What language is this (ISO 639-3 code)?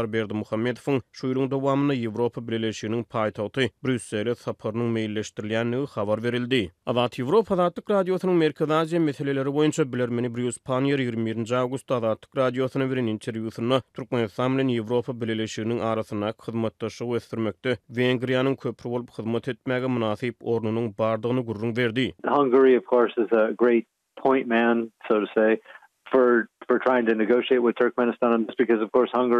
tuk